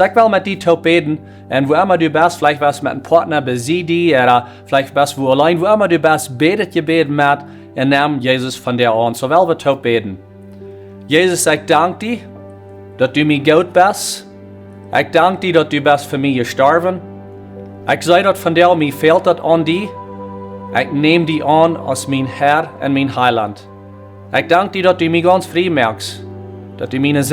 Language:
Plautdietsch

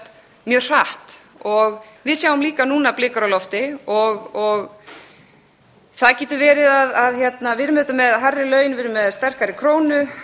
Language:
Icelandic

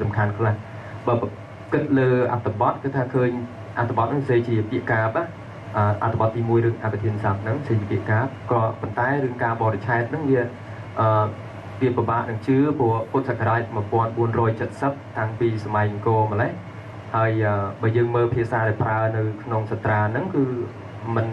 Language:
Khmer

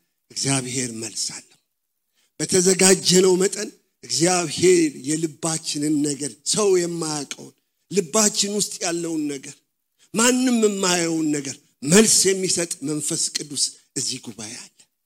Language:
Amharic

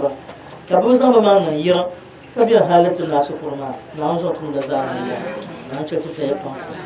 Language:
Dagbani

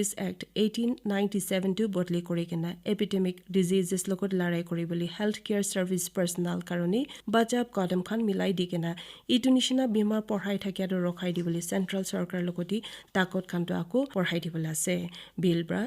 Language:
Naga Pidgin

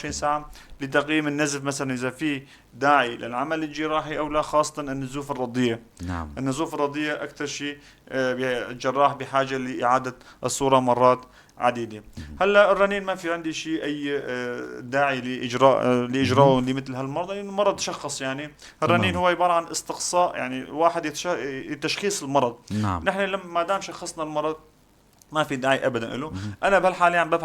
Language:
North Levantine Arabic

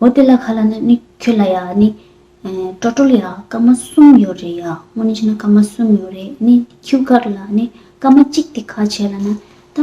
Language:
Tibetan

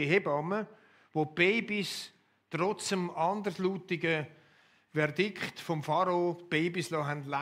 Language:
Swiss German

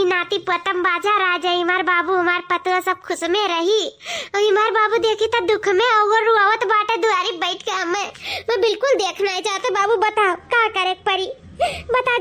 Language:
Awadhi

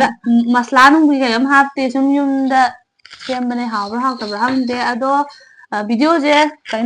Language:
Manipuri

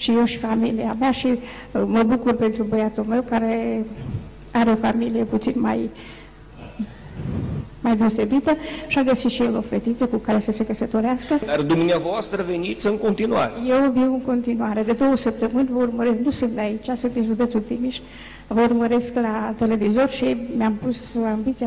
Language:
Romanian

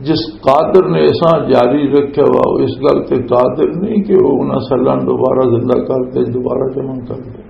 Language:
Western Panjabi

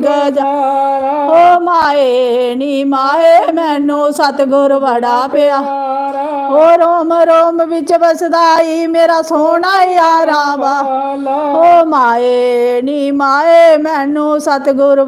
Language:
Dogri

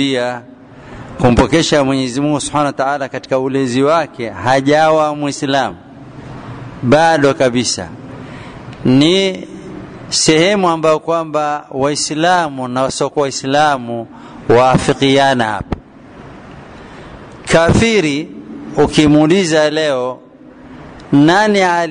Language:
Swahili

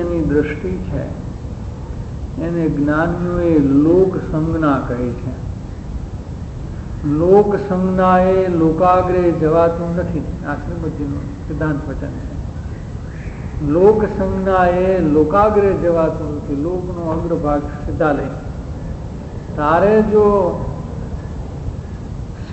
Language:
Gujarati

